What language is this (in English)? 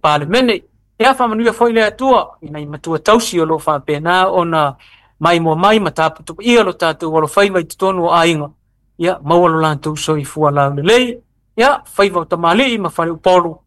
Samoan